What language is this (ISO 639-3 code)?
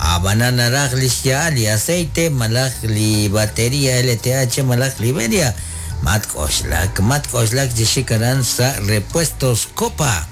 kek